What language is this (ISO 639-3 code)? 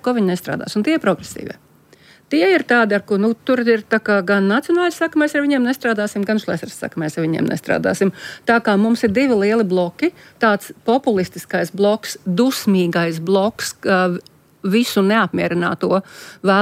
lav